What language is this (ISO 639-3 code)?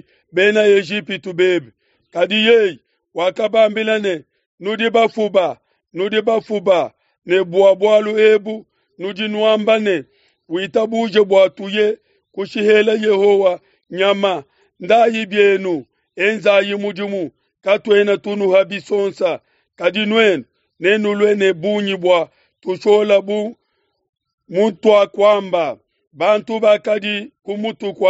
lua